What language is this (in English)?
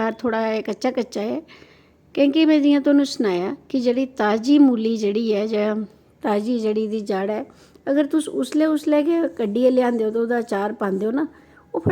Dogri